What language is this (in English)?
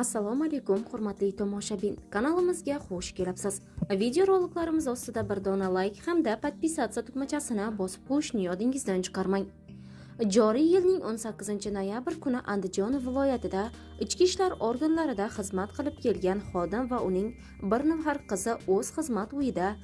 Uzbek